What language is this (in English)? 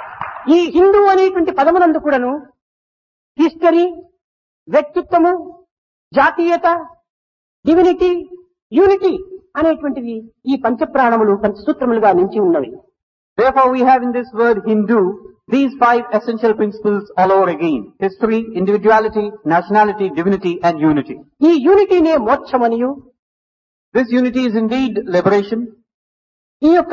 Telugu